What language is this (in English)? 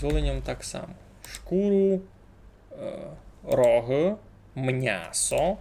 Rusyn